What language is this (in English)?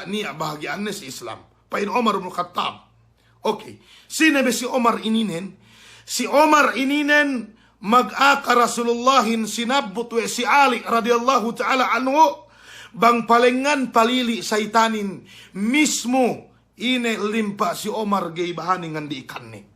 Yakan